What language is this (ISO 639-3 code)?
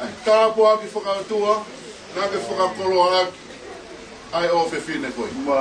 ton